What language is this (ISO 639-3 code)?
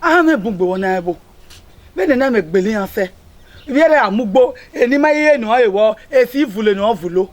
bin